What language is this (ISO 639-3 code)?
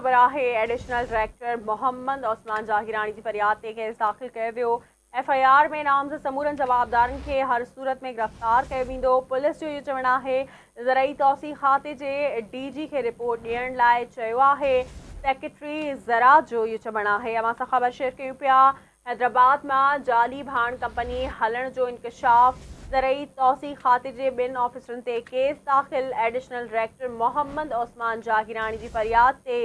snd